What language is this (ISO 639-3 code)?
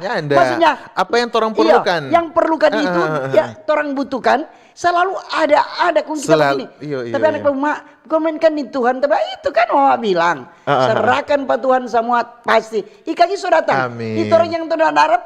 xmm